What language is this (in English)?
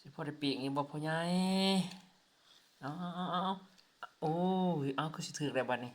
Northeastern Thai